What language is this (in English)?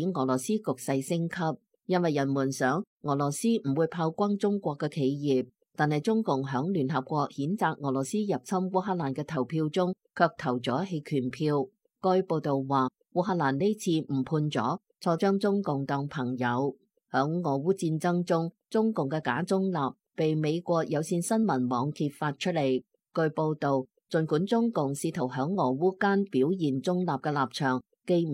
Cantonese